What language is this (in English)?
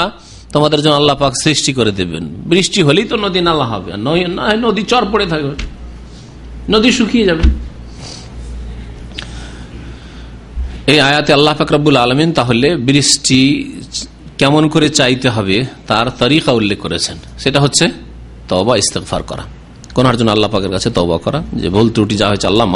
Bangla